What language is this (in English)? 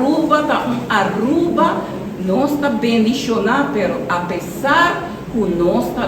Papiamento